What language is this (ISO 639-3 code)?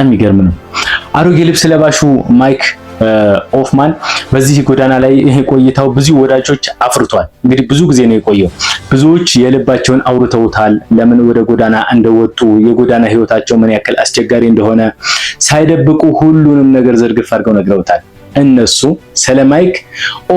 amh